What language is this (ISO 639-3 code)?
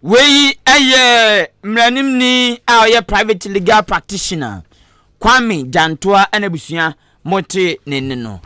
aka